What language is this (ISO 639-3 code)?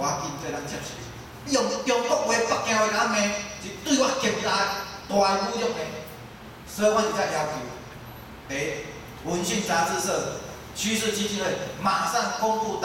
nan